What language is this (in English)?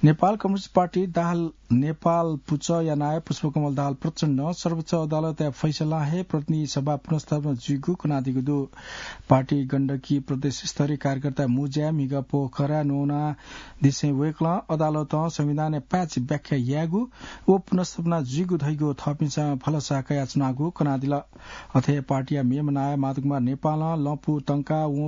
Newari